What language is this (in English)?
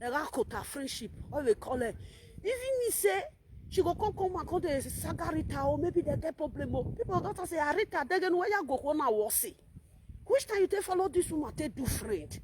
Nigerian Pidgin